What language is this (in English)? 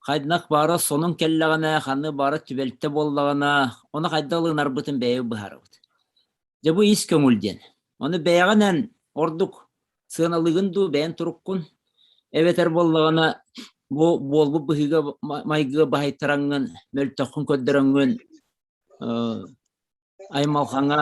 Yakut